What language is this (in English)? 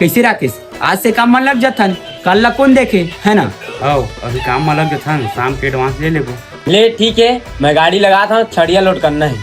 Chhattisgarhi